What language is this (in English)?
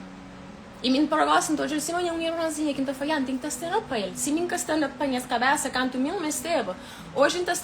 Kabuverdianu